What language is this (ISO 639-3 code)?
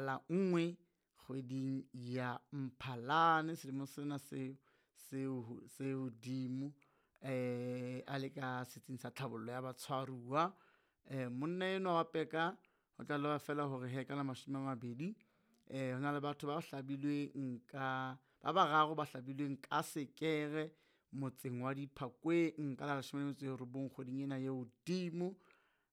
sot